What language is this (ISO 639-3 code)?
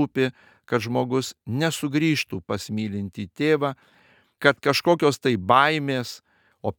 lit